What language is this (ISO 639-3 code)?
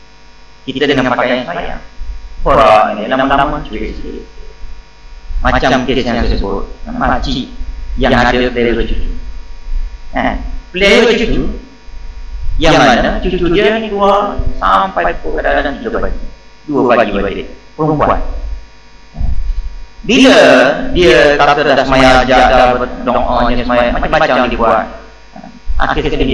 msa